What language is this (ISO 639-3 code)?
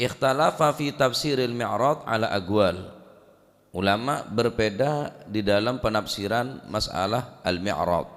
mad